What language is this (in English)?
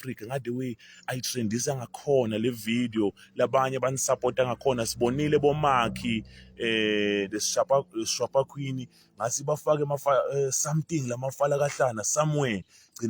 Zulu